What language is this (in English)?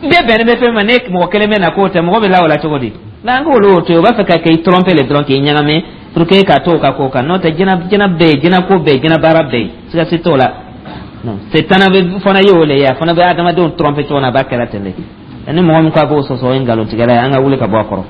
Dyula